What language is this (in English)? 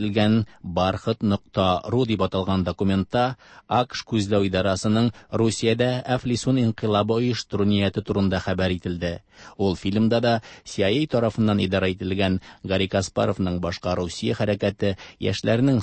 Tatar